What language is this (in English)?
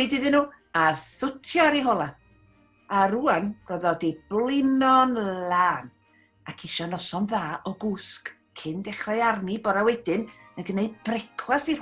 Welsh